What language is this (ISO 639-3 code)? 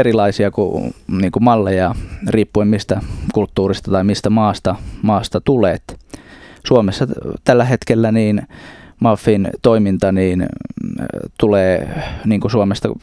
fin